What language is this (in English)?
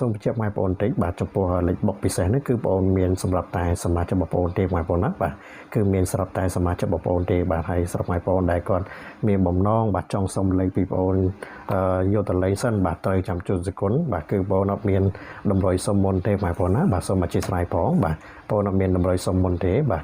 Khmer